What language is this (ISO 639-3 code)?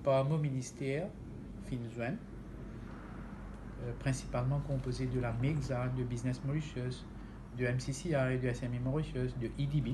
mfe